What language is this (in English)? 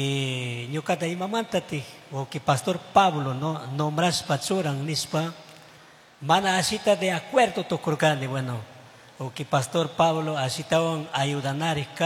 Chimborazo Highland Quichua